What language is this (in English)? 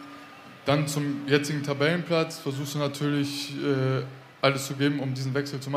German